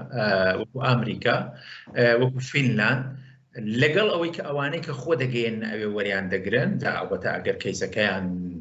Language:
Central Kurdish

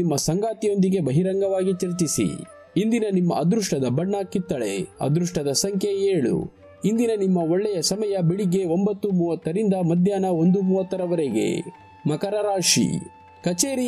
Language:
Kannada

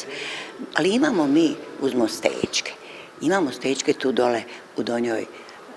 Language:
Bosnian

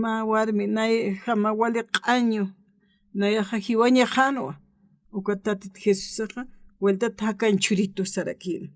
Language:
Aymara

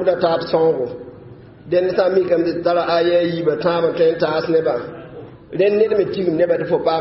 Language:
Mossi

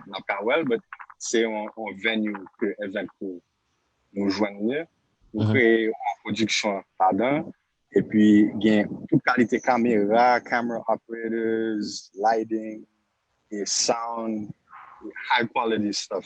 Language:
Haitian Creole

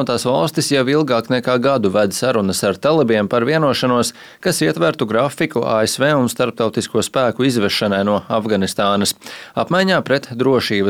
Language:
Latvian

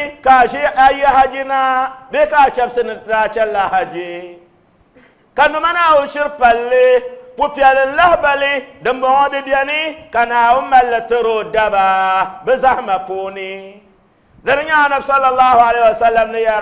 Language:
Dagbani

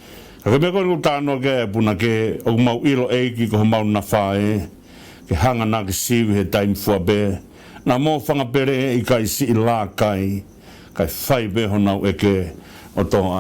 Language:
Tongan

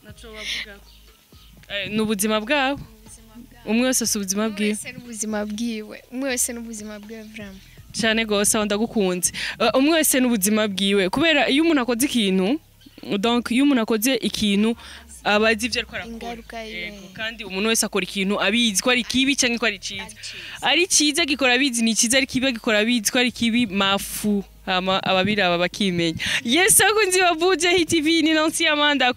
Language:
Rundi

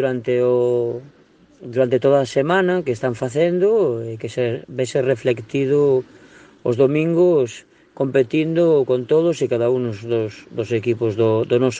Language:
Galician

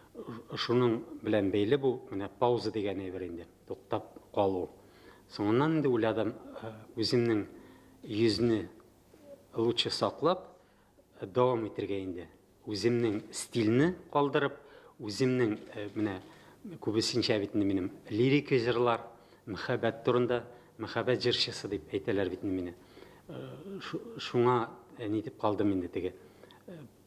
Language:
Tatar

